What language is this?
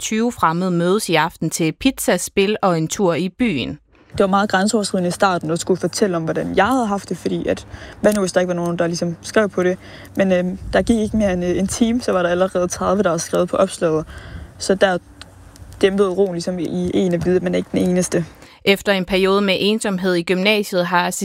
Danish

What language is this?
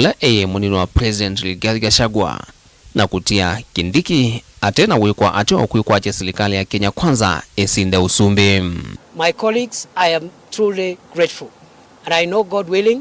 Kamba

